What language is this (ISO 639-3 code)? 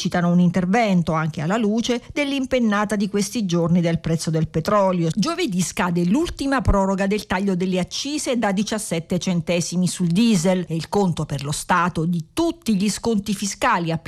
ita